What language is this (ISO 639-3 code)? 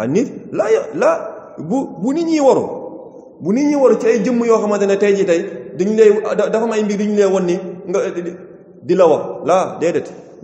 wol